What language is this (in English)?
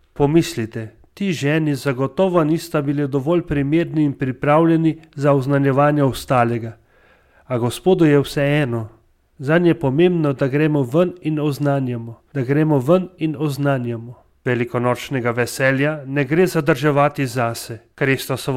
Slovenian